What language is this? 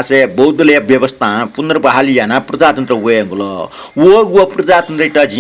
Newari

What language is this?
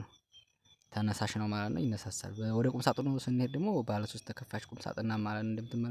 Amharic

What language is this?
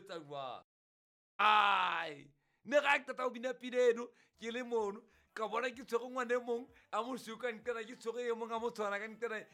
Southern Sotho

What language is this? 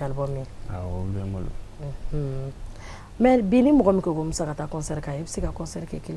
Bambara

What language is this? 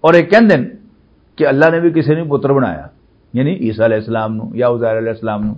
Western Panjabi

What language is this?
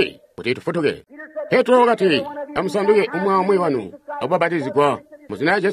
Tonga (Zambia)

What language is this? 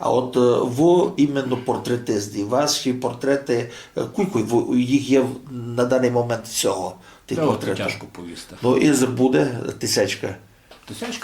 Rusyn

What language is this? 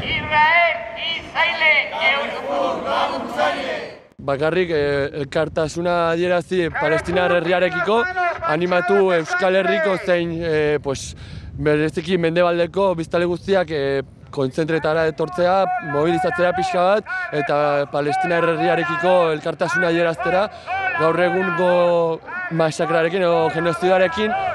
Basque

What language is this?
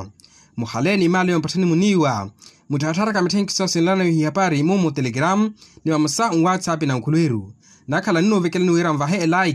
Makhuwa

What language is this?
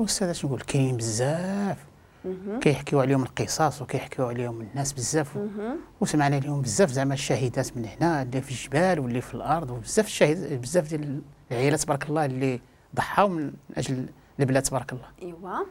Moroccan Arabic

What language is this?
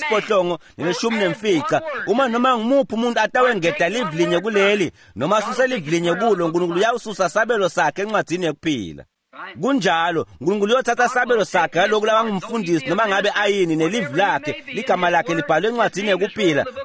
Swati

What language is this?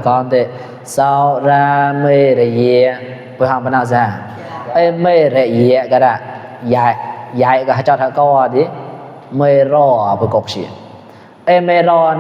Mon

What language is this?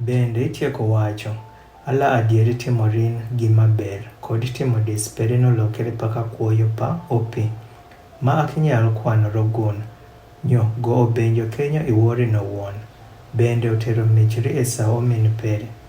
Adhola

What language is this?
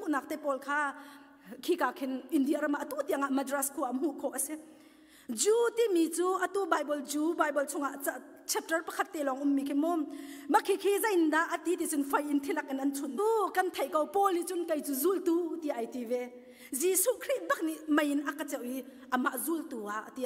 Hakha Chin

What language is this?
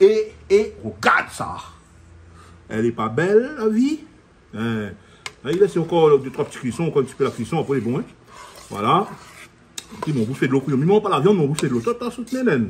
Réunion Creole French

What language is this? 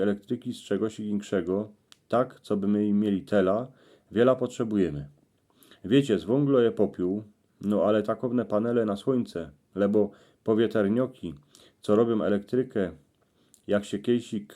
Silesian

